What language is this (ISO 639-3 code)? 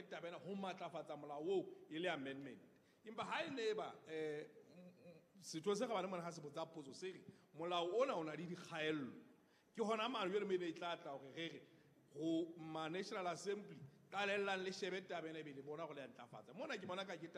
sot